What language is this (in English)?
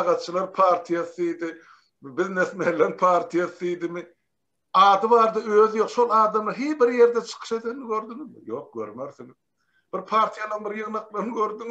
Turkmen